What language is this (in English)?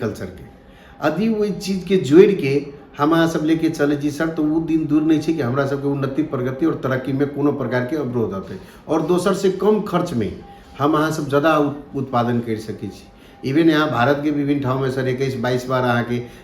Maithili